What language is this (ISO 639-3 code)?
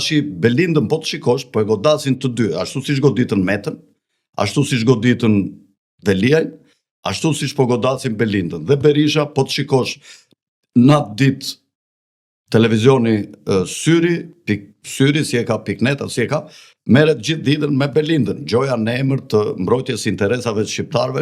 sqi